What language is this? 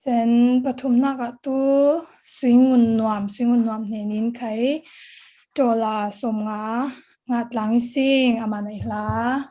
Falam Chin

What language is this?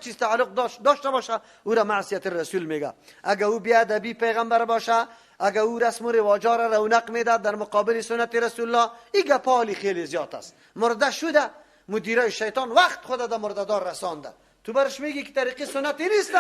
Persian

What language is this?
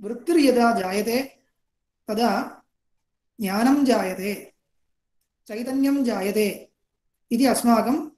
Sanskrit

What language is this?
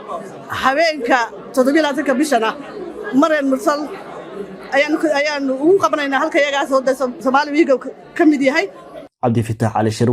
Somali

